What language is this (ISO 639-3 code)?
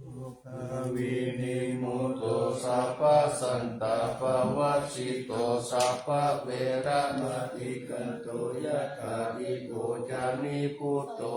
pli